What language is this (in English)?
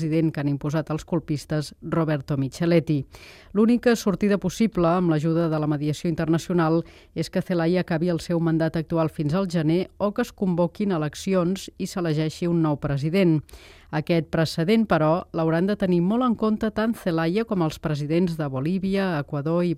Catalan